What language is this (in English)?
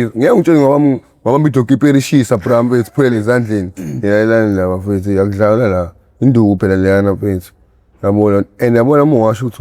Zulu